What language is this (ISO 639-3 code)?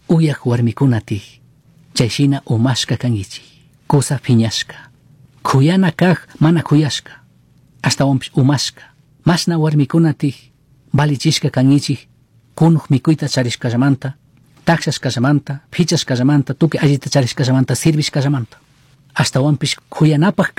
qug